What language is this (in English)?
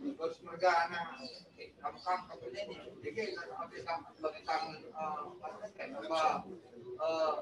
Batak Karo